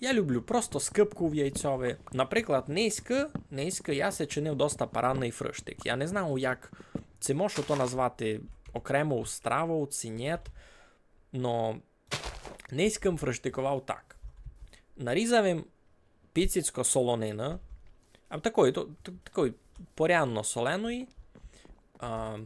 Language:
Rusyn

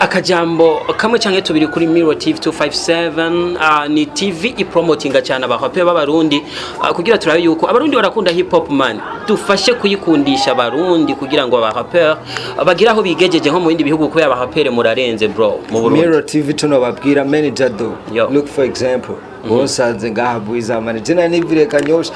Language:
Rundi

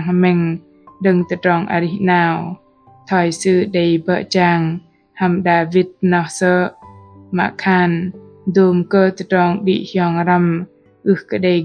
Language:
Bahnar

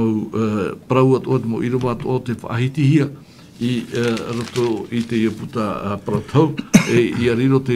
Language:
Tahitian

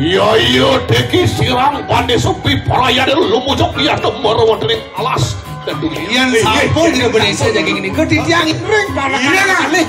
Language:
Balinese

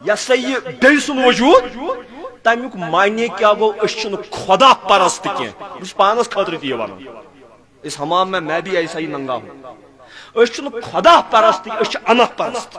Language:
Kashmiri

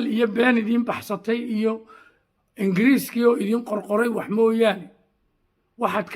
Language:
Somali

